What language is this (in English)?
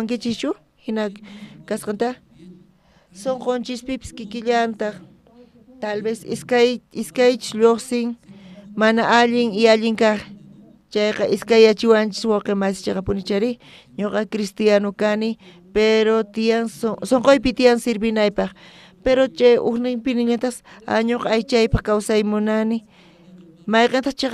South Bolivian Quechua